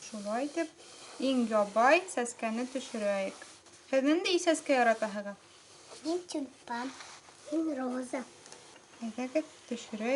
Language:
Bashkir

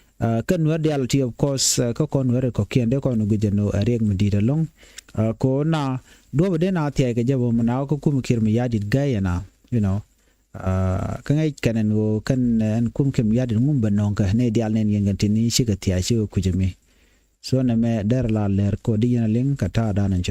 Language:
Nuer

